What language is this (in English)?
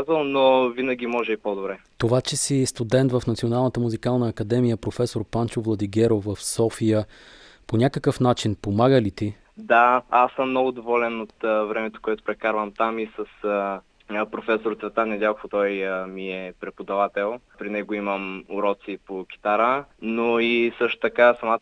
Bulgarian